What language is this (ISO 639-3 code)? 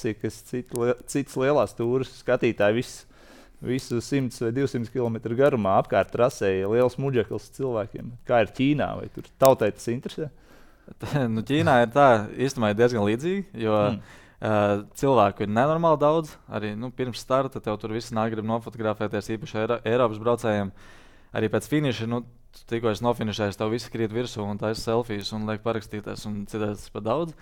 lav